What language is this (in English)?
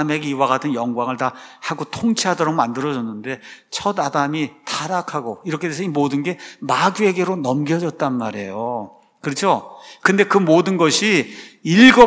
Korean